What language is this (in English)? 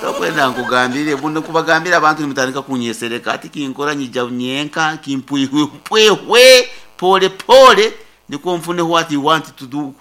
Nyankole